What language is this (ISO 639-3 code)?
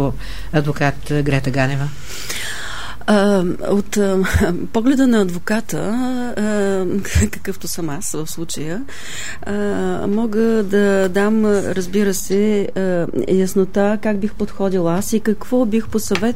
bul